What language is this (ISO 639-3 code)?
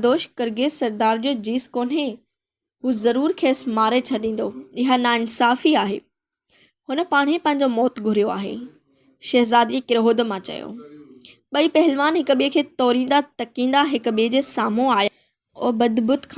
snd